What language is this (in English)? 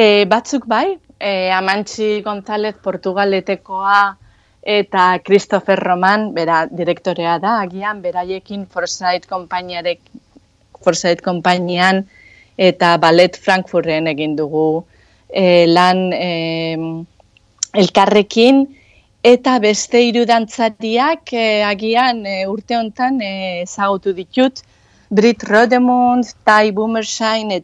Basque